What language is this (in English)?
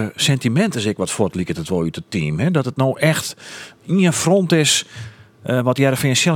Western Frisian